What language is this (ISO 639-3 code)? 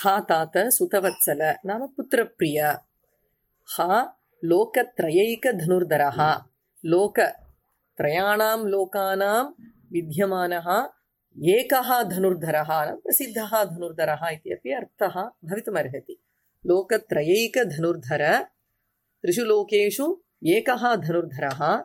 san